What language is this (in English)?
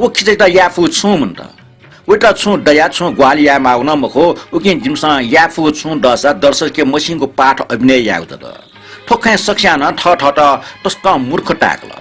Newari